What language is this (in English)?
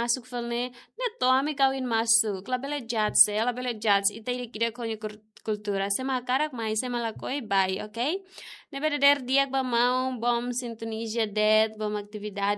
Tetum